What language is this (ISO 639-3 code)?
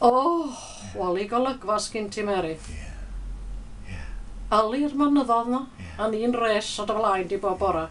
cym